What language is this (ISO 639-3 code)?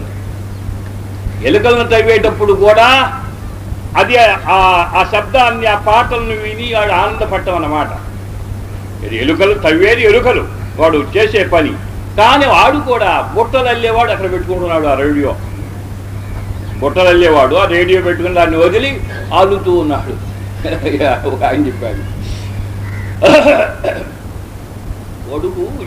tel